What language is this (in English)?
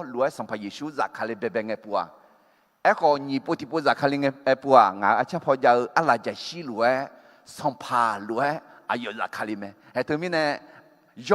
Akha